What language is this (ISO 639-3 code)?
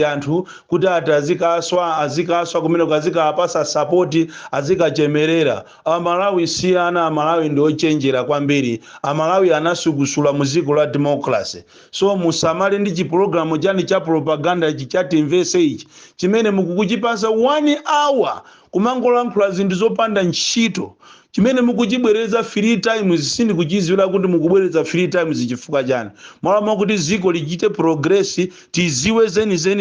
nya